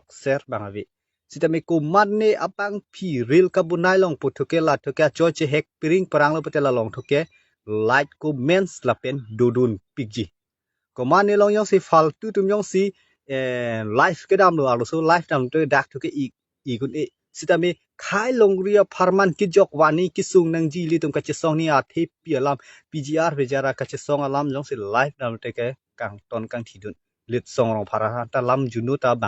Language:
Karbi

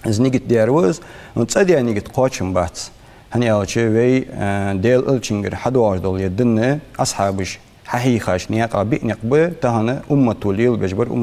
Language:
Ingush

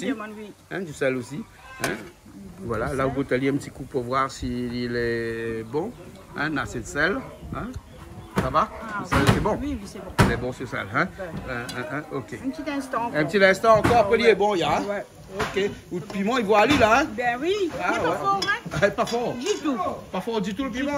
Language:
Réunion Creole French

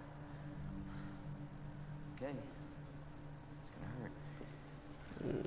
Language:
Finnish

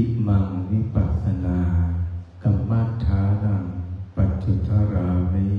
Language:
Pali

